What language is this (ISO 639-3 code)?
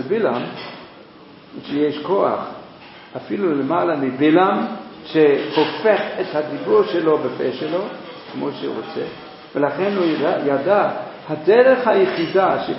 heb